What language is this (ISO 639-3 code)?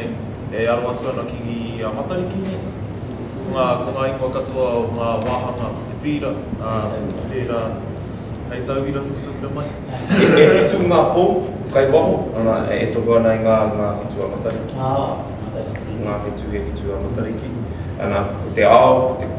mri